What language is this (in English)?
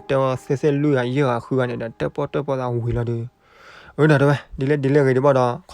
S'gaw Karen